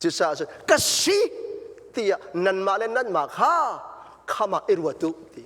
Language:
Hakha Chin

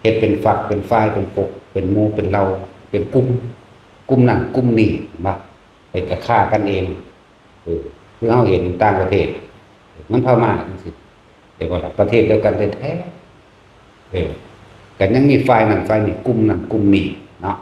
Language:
Northeastern Thai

